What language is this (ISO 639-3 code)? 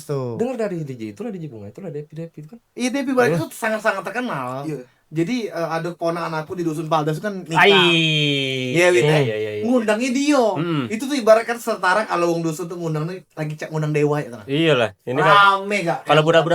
mui